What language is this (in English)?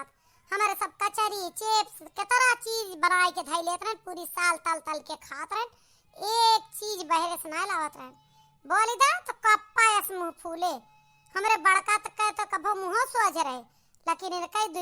Awadhi